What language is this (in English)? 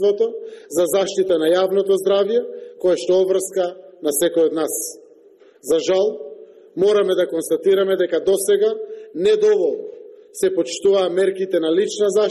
Macedonian